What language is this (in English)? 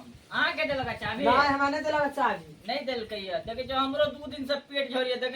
Maithili